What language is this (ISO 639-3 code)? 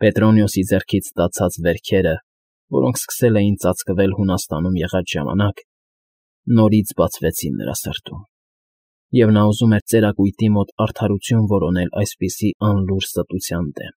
hye